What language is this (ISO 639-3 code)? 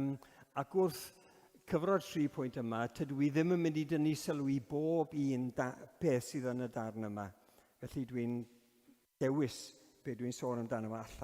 cym